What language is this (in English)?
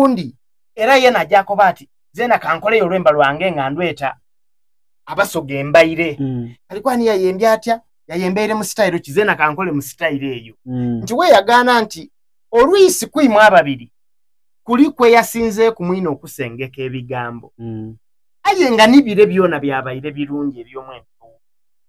Soga